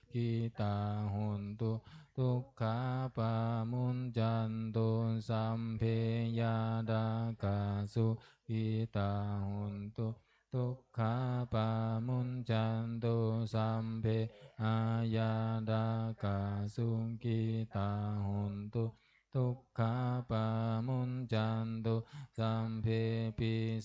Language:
Pali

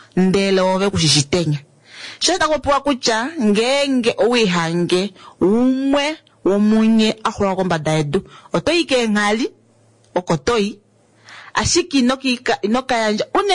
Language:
Kuanyama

